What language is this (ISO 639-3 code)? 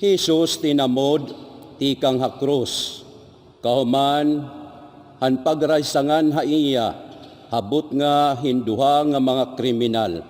war